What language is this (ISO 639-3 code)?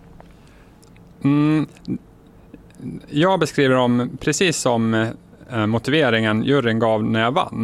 swe